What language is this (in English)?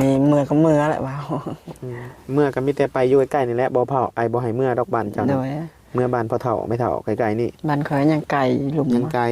Northeastern Thai